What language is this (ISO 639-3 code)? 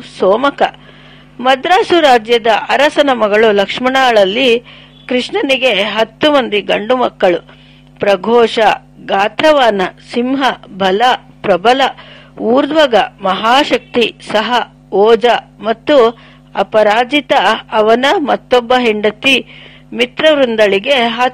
kan